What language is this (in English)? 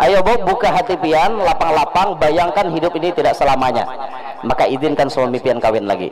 Banjar